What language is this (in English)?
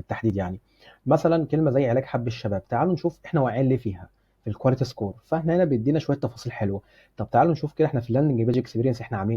Egyptian Arabic